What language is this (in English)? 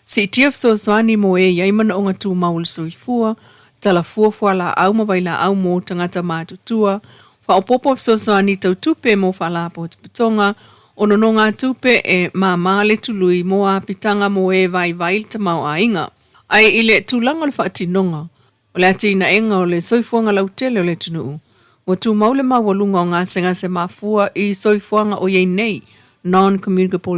Samoan